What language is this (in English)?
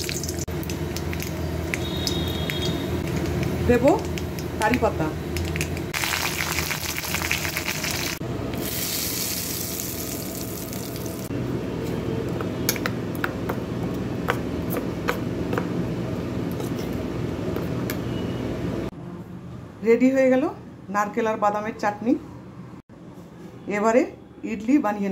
Bangla